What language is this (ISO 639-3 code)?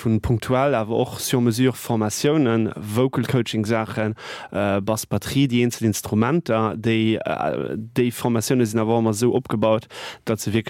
ltz